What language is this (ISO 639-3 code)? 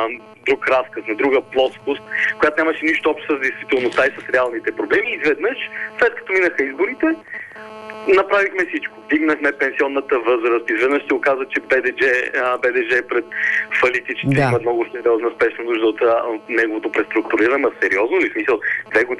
bul